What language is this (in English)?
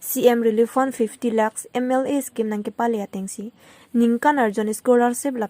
Karbi